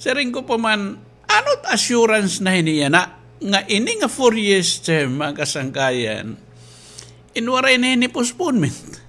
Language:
Waray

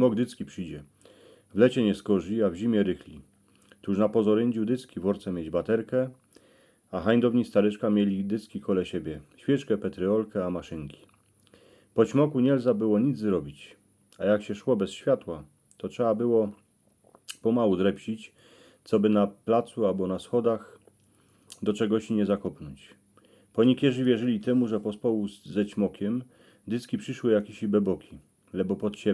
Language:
Silesian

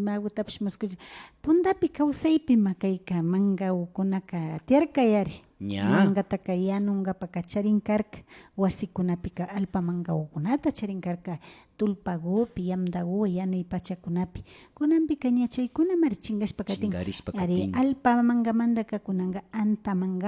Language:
Imbabura Highland Quichua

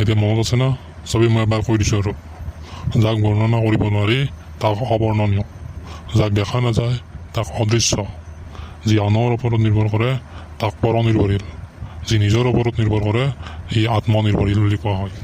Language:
Assamese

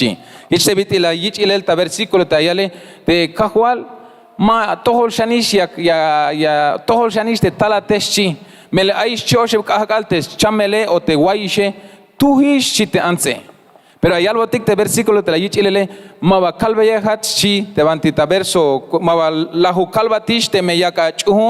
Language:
Tzeltal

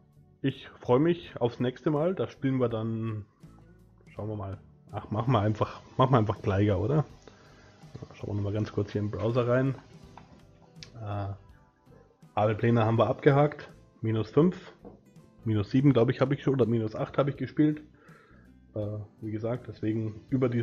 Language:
German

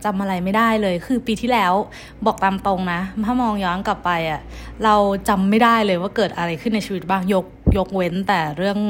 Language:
Thai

